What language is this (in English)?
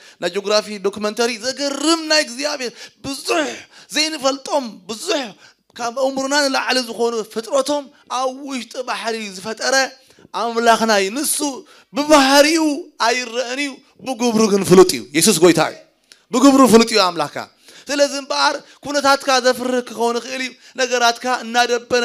Tigrinya